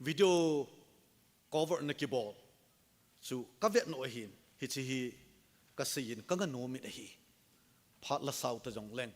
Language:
Thado Chin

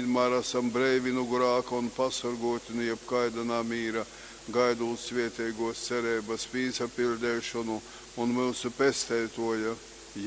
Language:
Latgalian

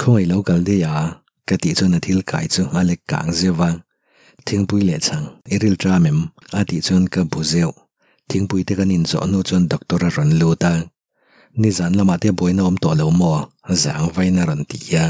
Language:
Mizo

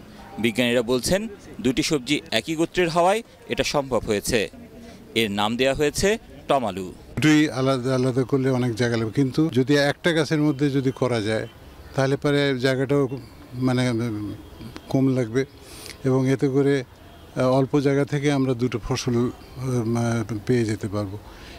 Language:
Bangla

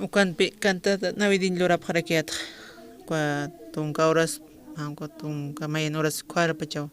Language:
Aymara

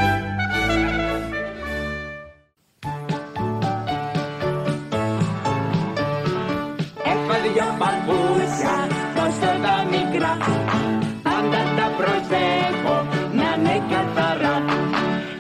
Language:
Greek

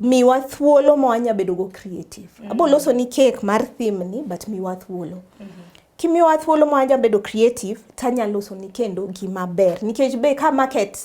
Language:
Luo (Kenya and Tanzania)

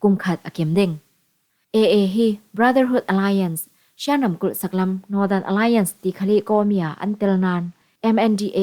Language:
Falam Chin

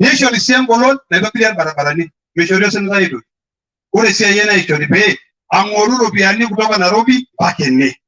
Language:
Masai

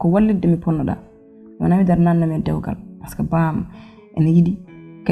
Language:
Fula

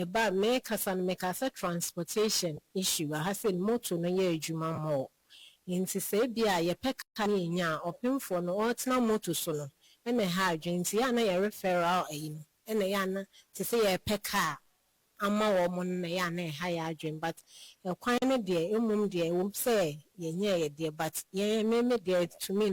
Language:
Akan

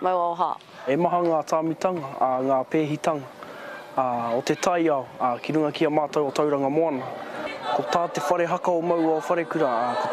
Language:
Māori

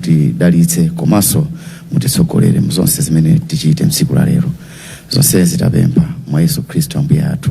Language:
Nyanja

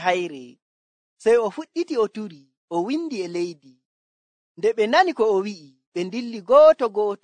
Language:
Nigerian Fulfulde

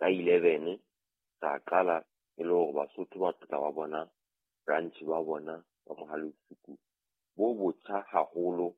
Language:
Southern Sotho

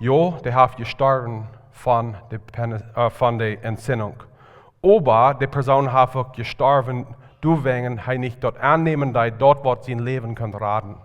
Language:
Plautdietsch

